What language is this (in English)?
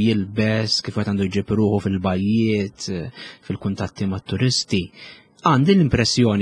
Maltese